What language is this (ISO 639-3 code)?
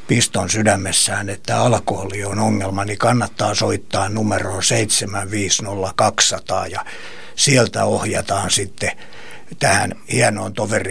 fin